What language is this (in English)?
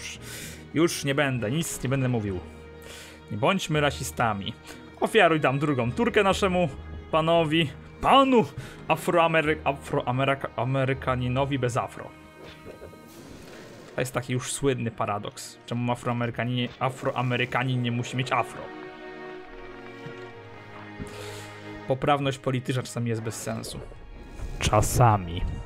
Polish